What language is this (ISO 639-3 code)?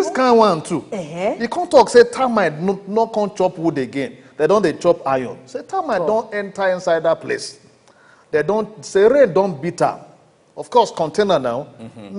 pcm